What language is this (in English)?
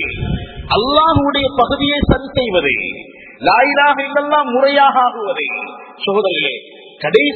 Tamil